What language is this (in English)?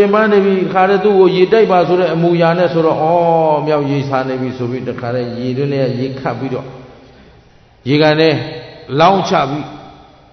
Burmese